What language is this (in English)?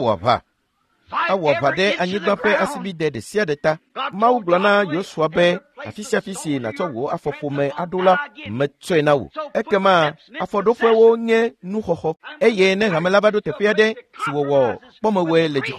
Ewe